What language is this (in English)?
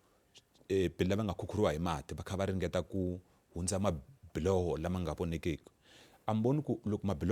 Tsonga